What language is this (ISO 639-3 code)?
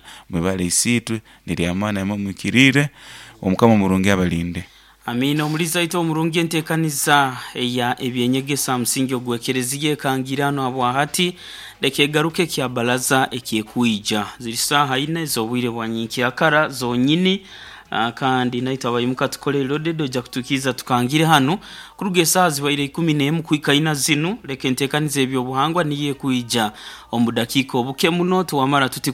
nyo